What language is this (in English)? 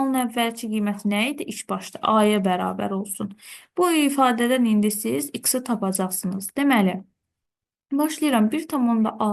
Azerbaijani